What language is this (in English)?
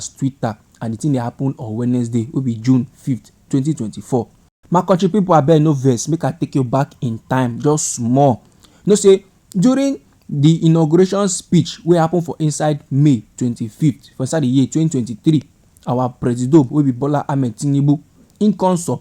Nigerian Pidgin